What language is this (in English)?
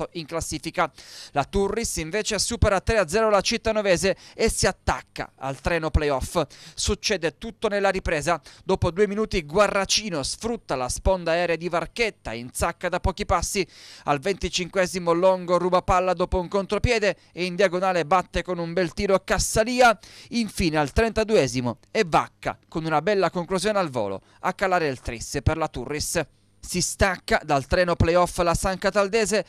Italian